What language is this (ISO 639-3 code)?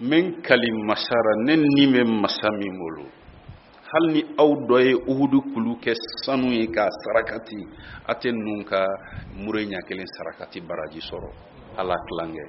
bam